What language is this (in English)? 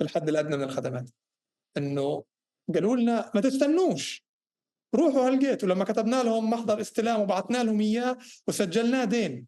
North Levantine Arabic